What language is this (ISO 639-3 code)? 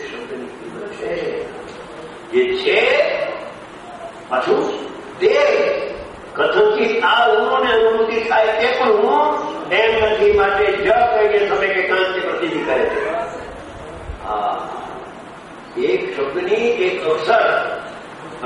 guj